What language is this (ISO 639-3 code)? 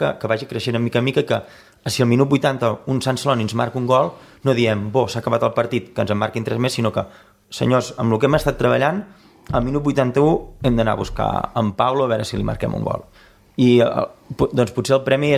cat